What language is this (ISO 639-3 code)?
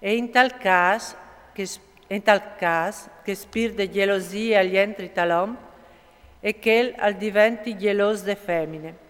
fur